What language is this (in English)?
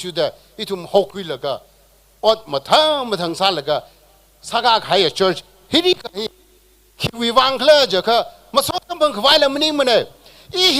Tangkhul Naga (India)